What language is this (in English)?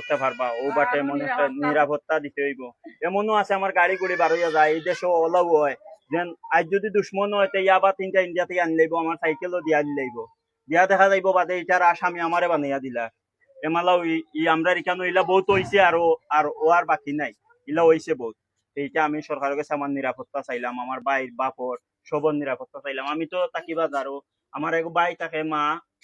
Sylheti